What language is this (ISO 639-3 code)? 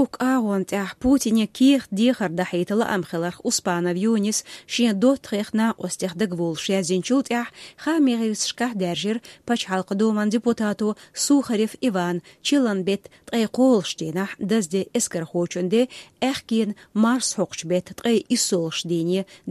che